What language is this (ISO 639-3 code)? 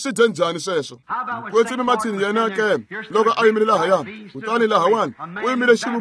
tso